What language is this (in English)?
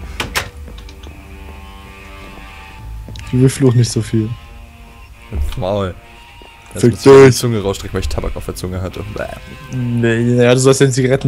German